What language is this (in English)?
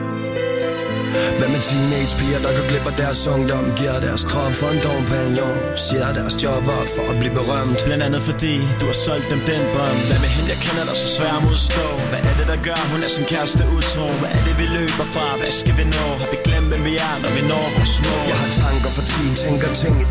Danish